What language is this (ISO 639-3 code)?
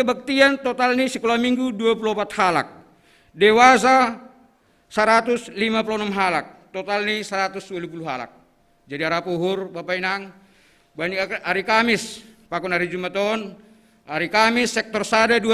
bts